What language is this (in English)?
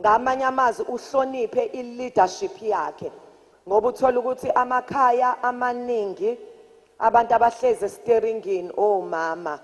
Zulu